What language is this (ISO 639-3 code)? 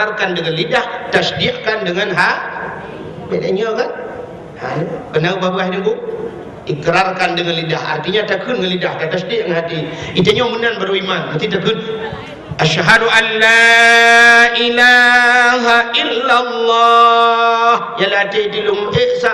ace